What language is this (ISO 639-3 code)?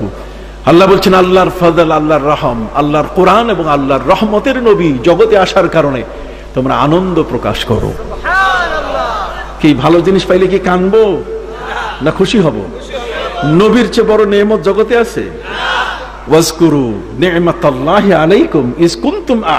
ben